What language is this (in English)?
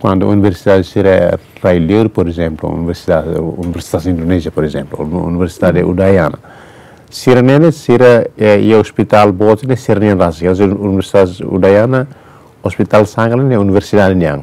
Tetum